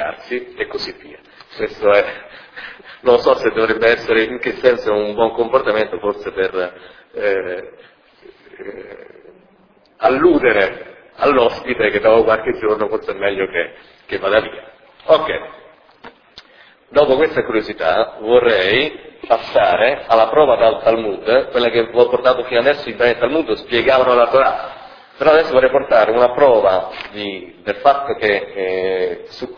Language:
Italian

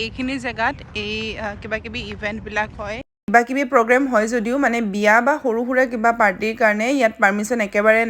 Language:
Assamese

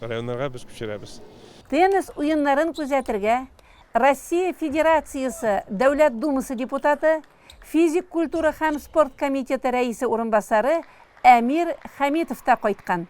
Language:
Tatar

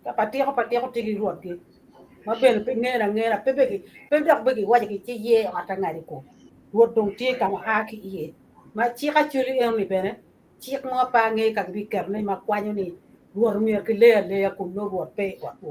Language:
Acoli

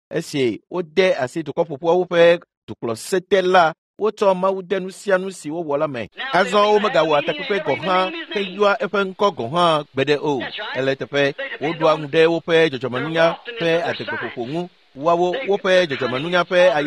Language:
Ewe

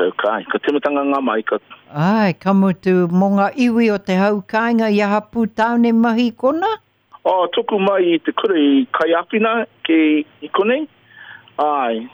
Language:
Māori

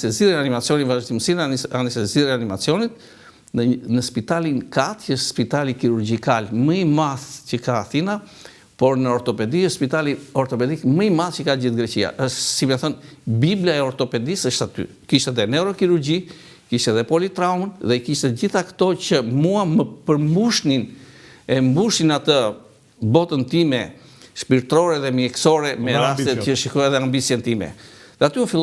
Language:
Albanian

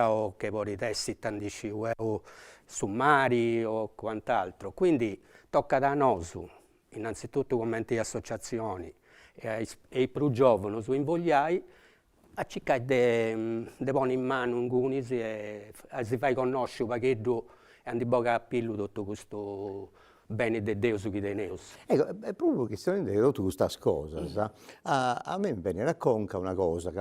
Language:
Sardinian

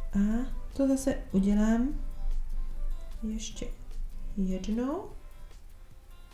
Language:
Czech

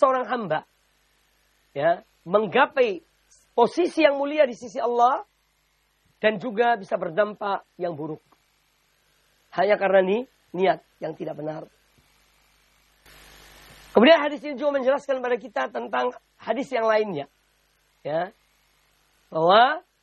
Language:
Indonesian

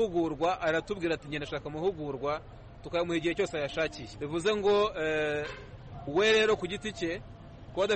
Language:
Kinyarwanda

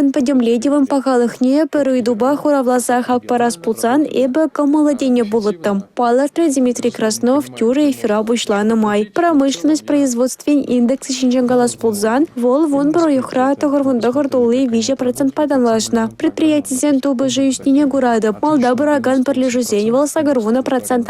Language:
Chuvash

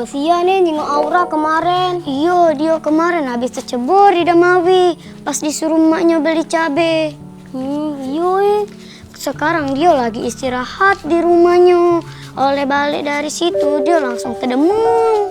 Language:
Musi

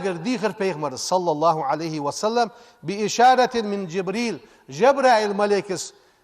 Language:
Ingush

